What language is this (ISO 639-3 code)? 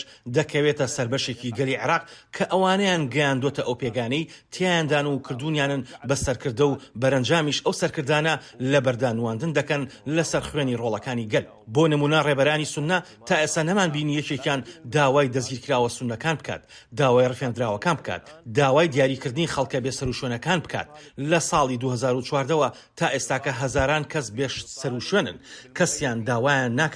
ckb